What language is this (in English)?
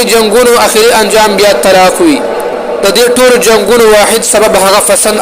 Pashto